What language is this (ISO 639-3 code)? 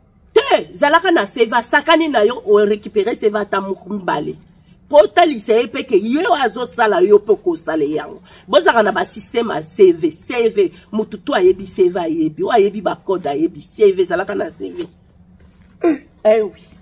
lin